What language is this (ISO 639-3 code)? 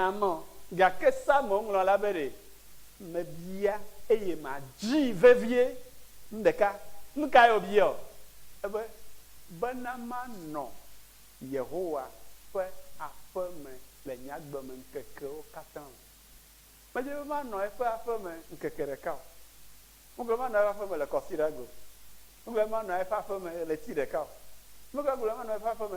ewe